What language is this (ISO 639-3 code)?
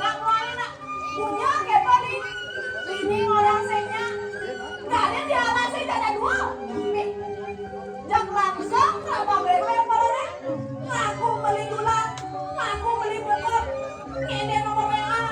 ban